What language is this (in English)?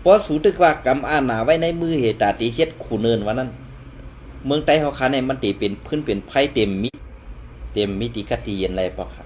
Shan